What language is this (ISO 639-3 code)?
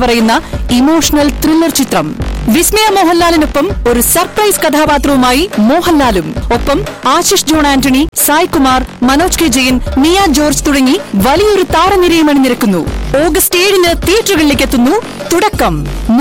mal